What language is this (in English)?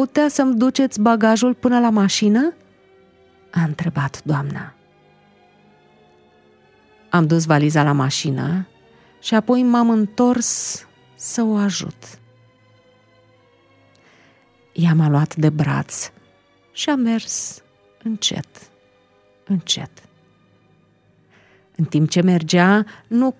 Romanian